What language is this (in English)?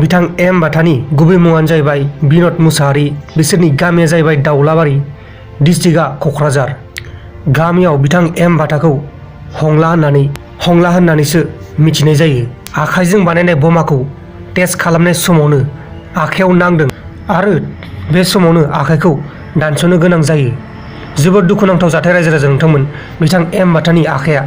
Bodo